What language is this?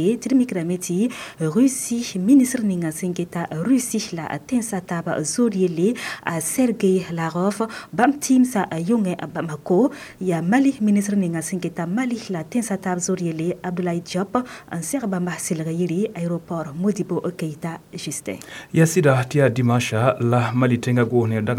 Mossi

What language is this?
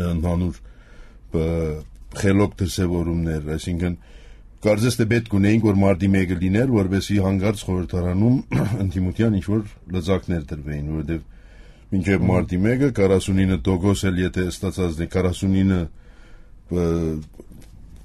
Armenian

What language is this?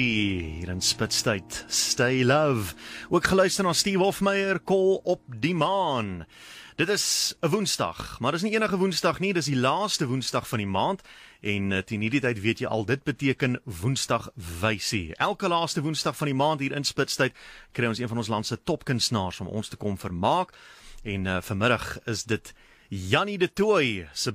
Afrikaans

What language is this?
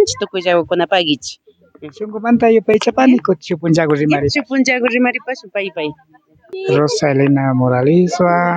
Imbabura Highland Quichua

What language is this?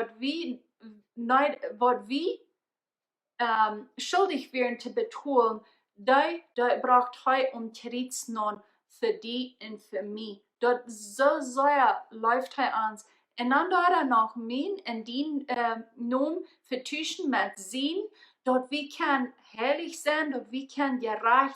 Plautdietsch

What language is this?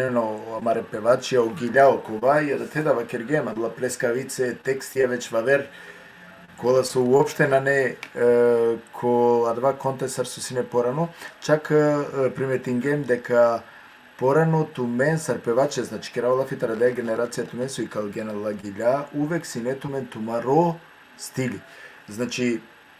Balkan Romani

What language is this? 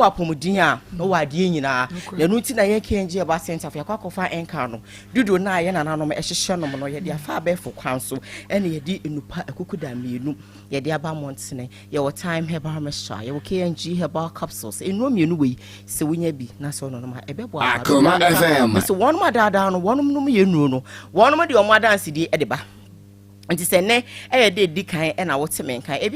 Akan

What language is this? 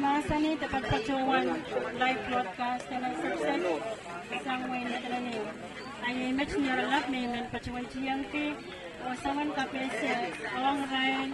Pohnpeian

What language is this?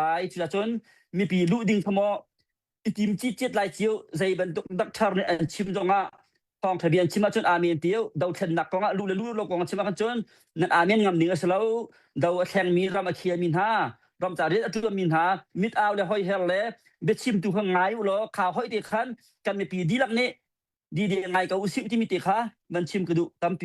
Hakha Chin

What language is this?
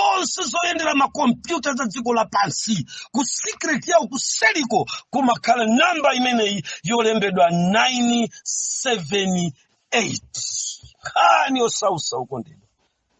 Nyanja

